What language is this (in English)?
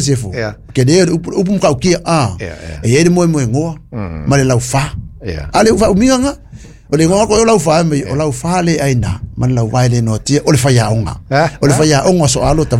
Samoan